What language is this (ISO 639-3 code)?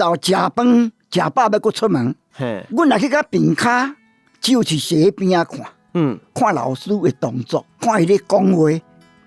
nan